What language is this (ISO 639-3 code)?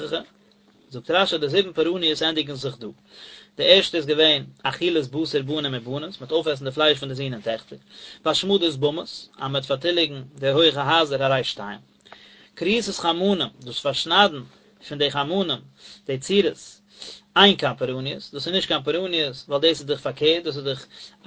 yid